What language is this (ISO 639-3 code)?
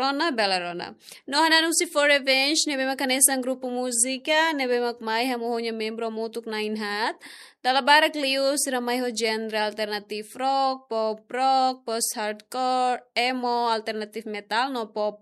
tet